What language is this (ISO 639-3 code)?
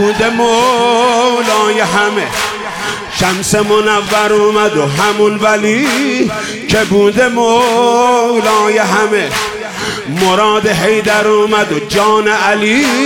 fas